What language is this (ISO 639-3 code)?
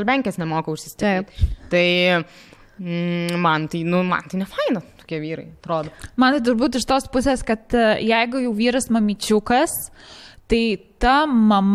lit